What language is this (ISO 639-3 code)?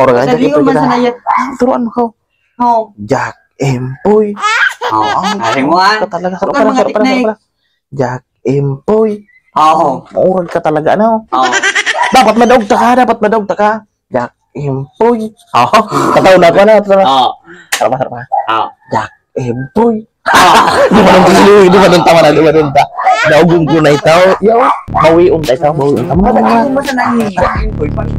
bik